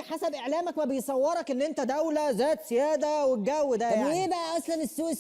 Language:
Egyptian Arabic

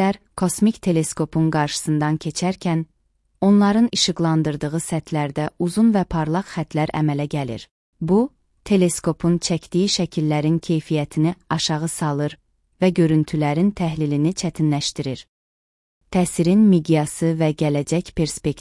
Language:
Azerbaijani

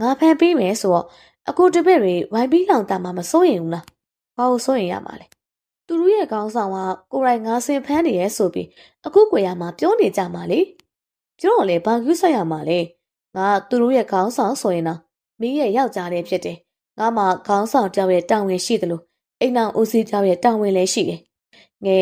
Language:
Burmese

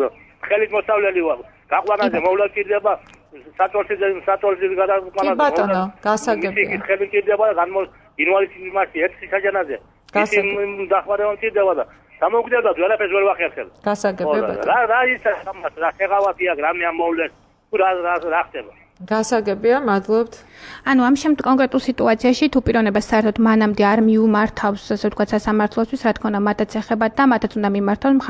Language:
Georgian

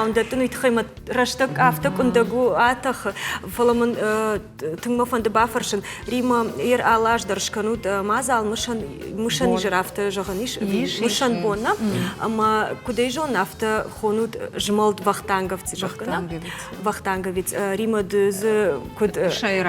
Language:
Ossetic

